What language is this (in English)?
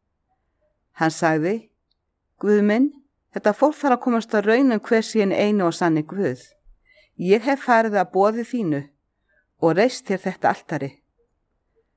Icelandic